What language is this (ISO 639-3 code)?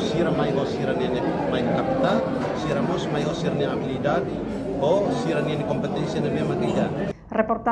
tet